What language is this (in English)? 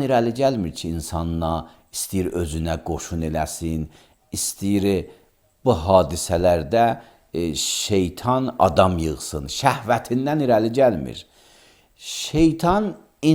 Azerbaijani